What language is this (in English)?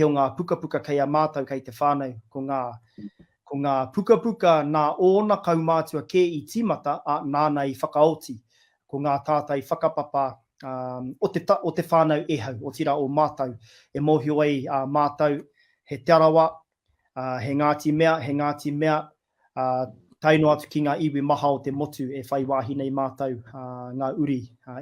Māori